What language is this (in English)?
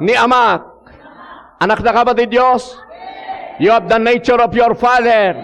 Iloko